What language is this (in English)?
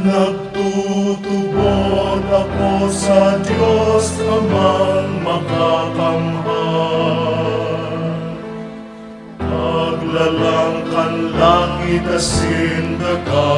Bikol